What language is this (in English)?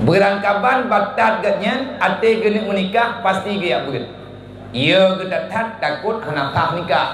Achinese